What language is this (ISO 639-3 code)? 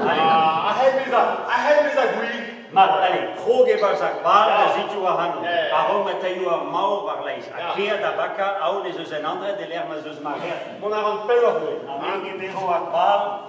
bre